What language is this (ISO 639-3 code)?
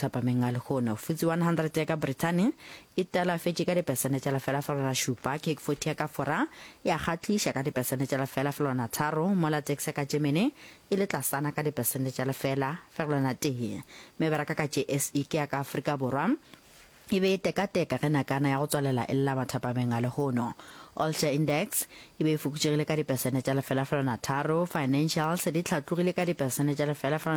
nso